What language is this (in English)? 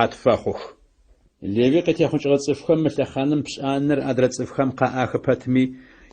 Adyghe